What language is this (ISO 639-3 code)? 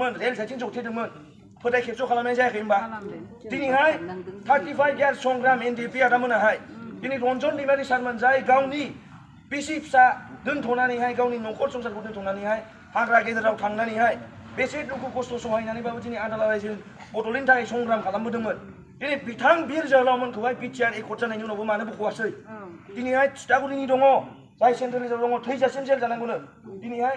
brx